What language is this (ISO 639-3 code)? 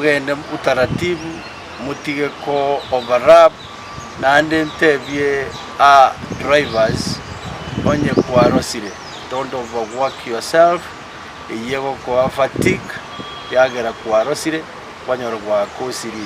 guz